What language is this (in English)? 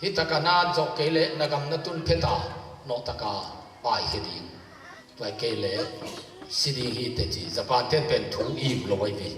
Tedim Chin